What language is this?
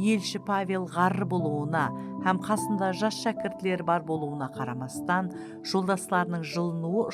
Kara-Kalpak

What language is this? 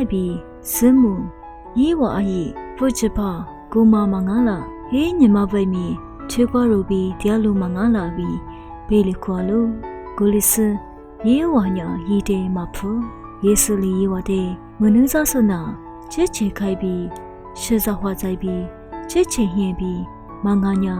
Lisu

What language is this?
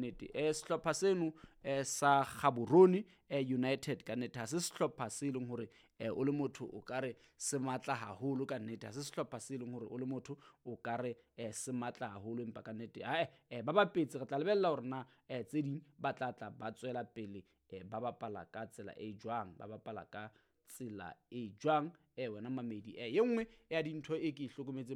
Southern Sotho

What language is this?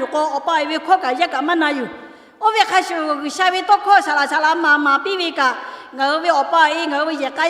Lahu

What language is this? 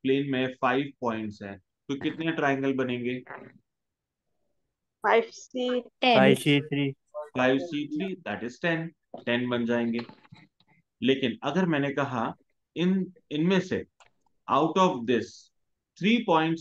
Hindi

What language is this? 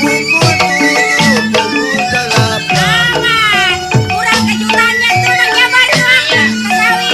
Betawi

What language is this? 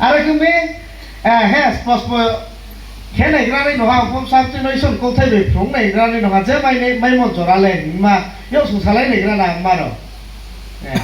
Riang (India)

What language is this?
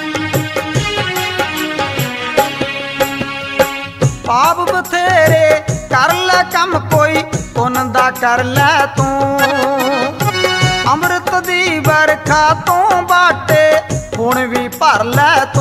Punjabi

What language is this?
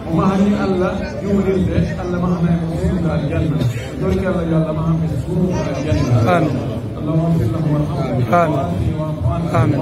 Pular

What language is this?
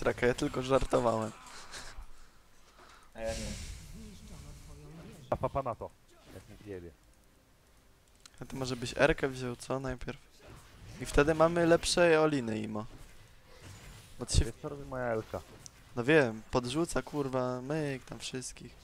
Polish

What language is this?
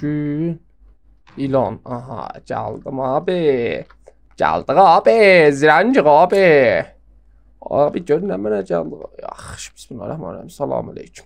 South Azerbaijani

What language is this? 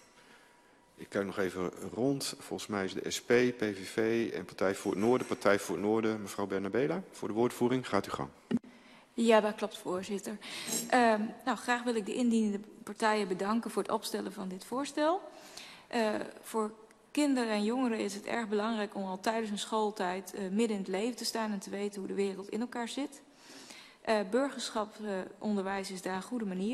Dutch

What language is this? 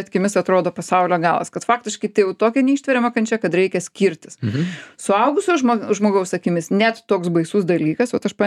Lithuanian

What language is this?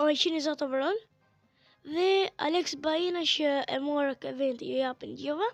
Albanian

